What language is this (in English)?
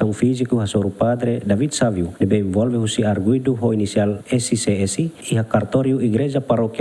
Tetum